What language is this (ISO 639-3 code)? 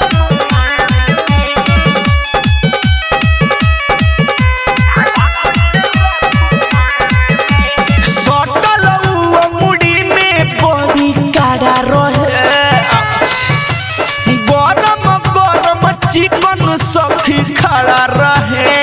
bho